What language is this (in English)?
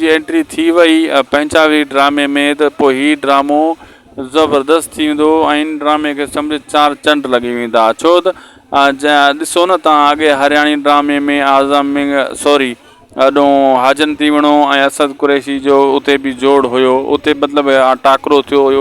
Sindhi